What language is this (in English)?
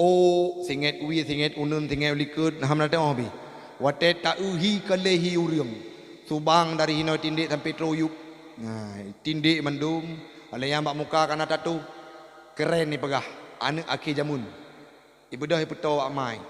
Achinese